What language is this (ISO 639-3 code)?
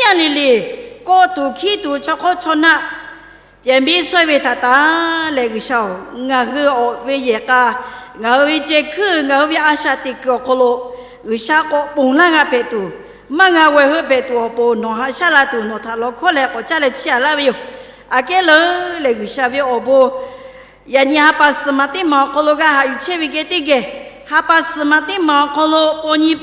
lhu